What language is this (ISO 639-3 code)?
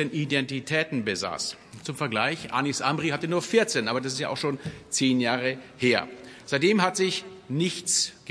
deu